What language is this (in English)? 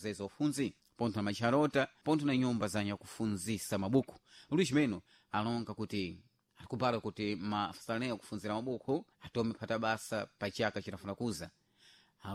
Sena